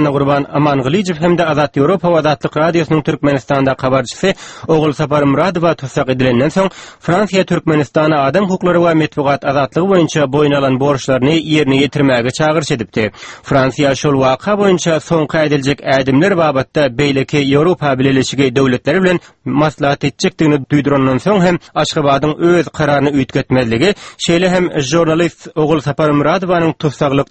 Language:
Turkmen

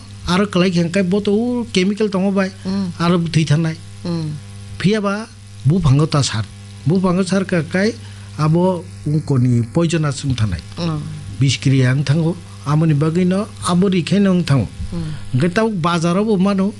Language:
Kok Borok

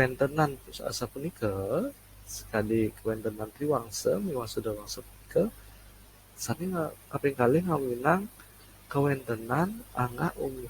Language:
Balinese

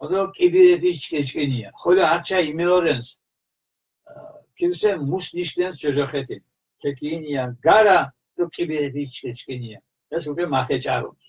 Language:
Mingrelian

